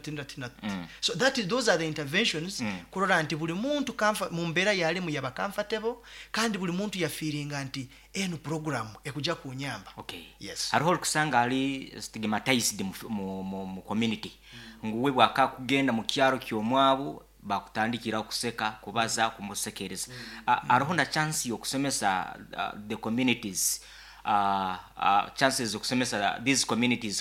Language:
Nyoro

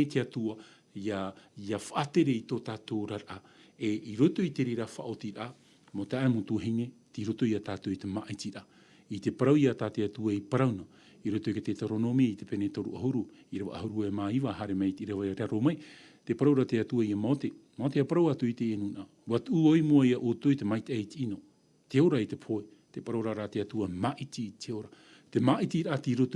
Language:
Tahitian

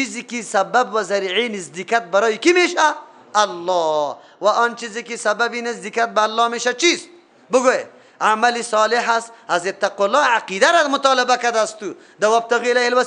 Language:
Persian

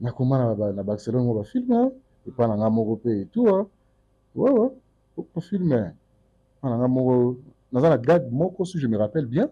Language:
Lingala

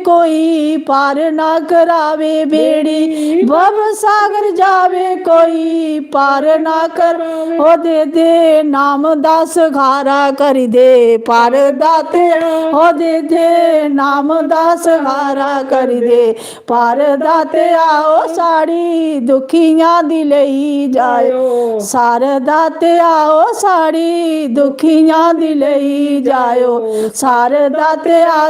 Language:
Dogri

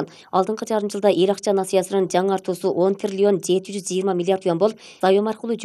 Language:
Kyrgyz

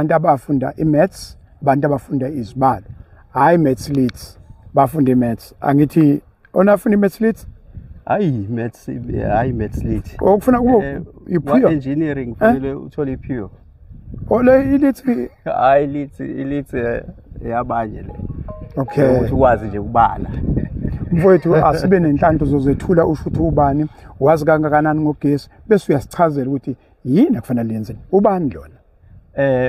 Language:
Zulu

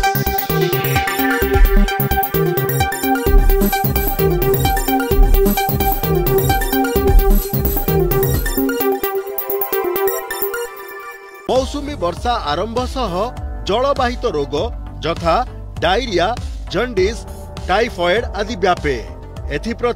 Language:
Odia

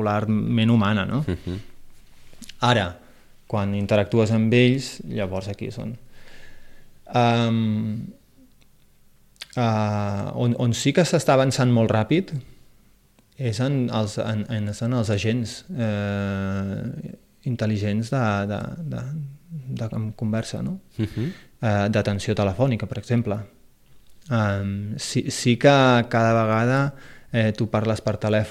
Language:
Catalan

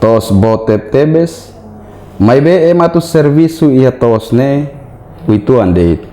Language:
Tetum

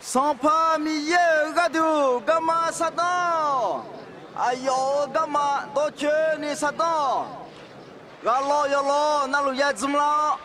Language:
Akha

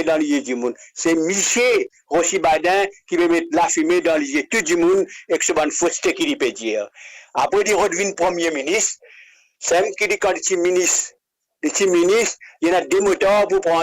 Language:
Morisyen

